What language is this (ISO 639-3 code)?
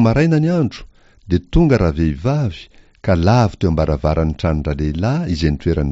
mlg